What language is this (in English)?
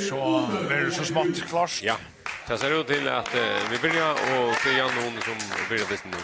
Faroese